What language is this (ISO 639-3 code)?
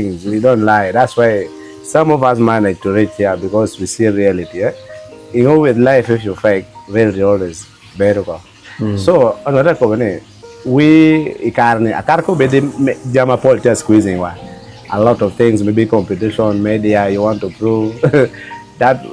ach